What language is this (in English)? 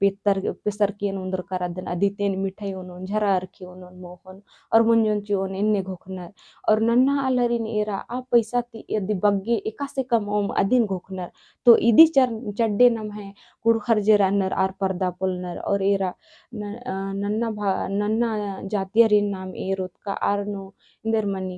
Kurukh